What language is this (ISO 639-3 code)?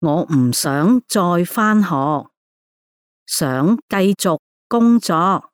yue